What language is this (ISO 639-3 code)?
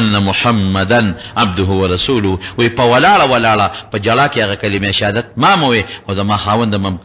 pus